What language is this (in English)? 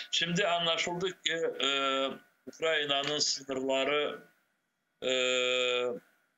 Crimean Tatar